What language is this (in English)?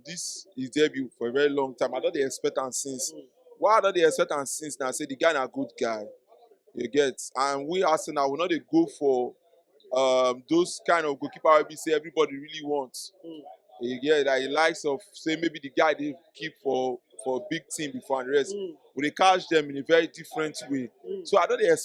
Nigerian Pidgin